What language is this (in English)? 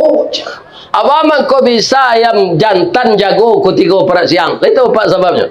Minangkabau